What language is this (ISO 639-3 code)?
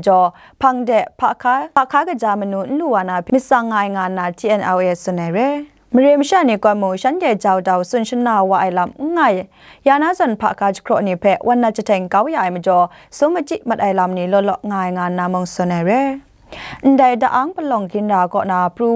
kac